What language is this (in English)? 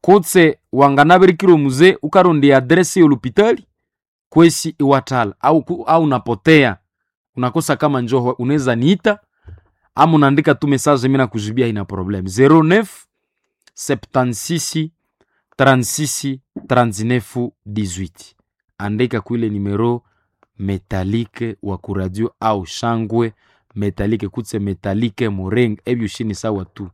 Nande